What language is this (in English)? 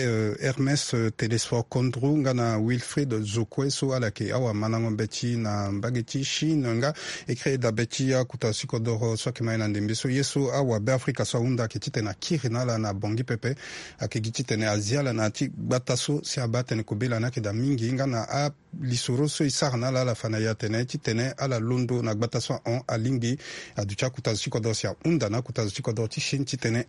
Sango